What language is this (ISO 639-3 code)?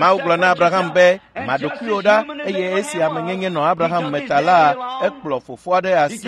ewe